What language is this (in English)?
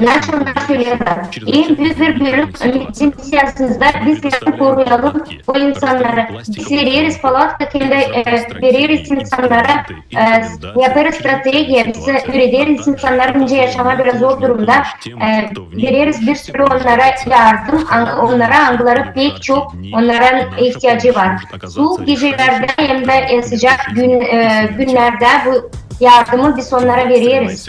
Gagauz